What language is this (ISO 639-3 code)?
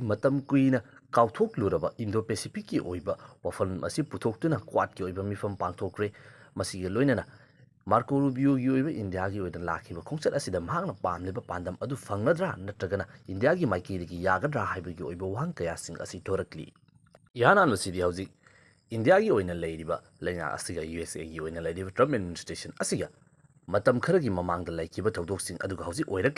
mni